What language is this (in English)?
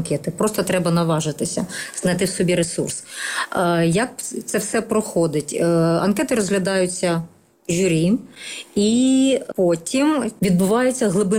Ukrainian